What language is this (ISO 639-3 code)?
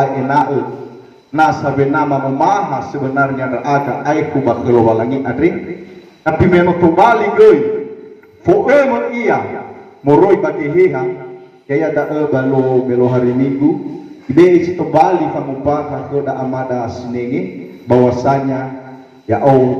nia